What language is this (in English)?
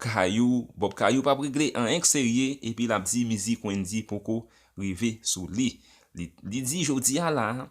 Haitian Creole